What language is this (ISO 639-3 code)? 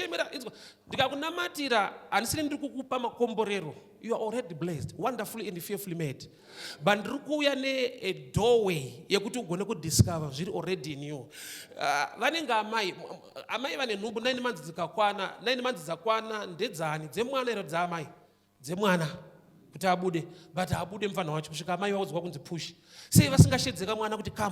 sna